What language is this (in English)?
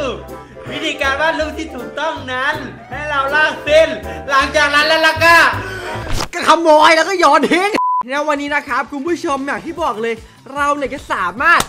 Thai